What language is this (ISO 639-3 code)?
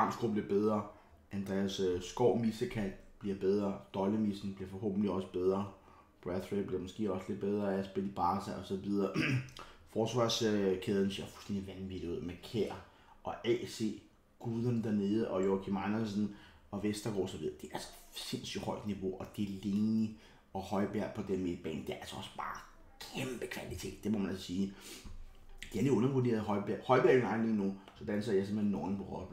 dan